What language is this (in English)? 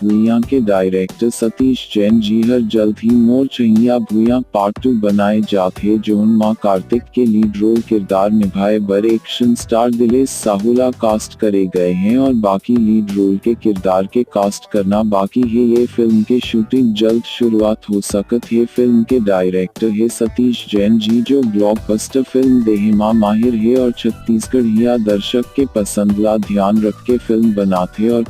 Chhattisgarhi